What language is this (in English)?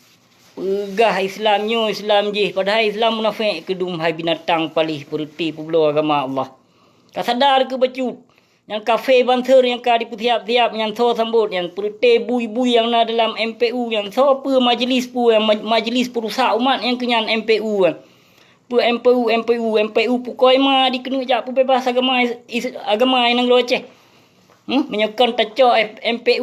Achinese